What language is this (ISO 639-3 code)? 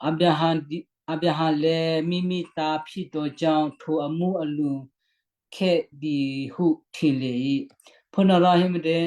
kyu